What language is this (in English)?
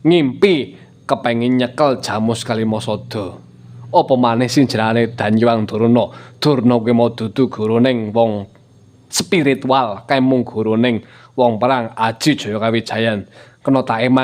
Javanese